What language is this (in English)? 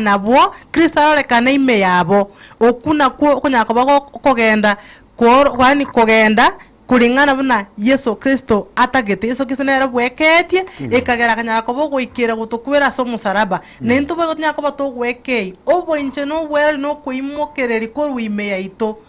Gusii